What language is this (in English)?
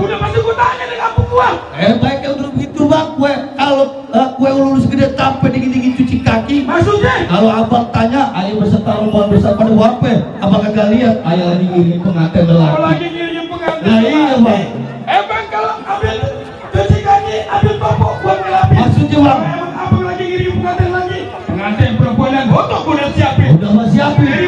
Betawi